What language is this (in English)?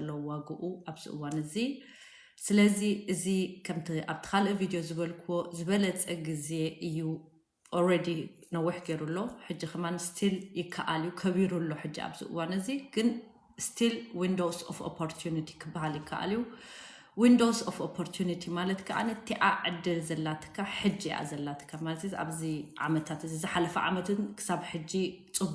Tigrinya